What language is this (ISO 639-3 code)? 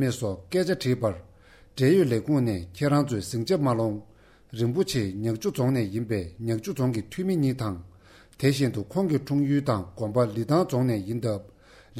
bod